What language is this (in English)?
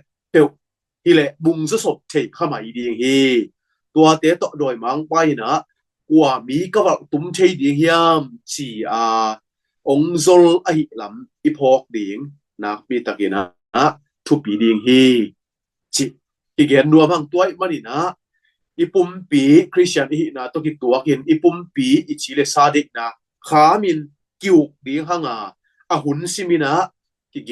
Tedim Chin